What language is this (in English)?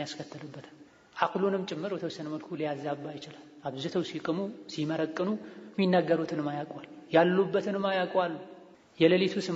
Amharic